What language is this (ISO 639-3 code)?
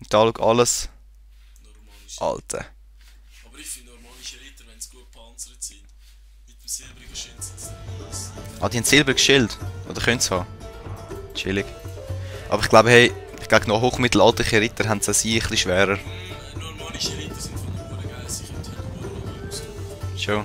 gsw